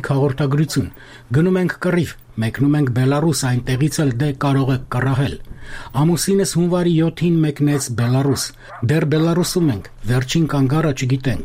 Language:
Armenian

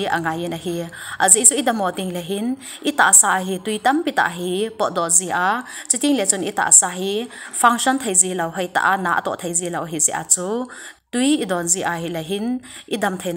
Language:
Thado Chin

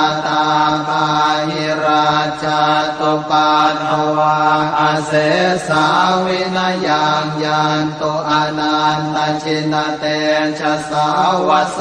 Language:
Pali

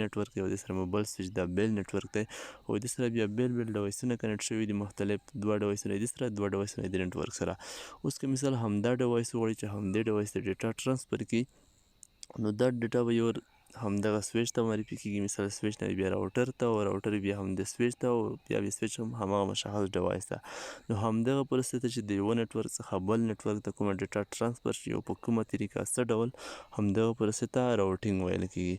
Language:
Pashto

